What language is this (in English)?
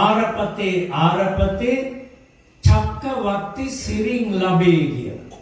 Sinhala